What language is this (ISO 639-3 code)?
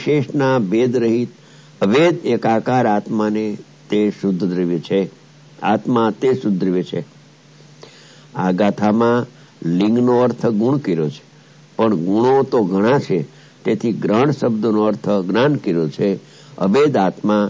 guj